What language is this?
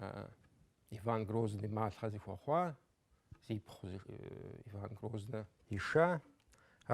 Kabardian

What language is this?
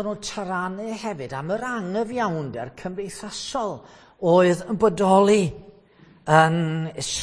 Welsh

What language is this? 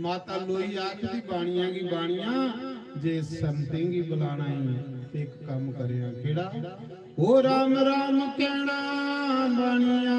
Dogri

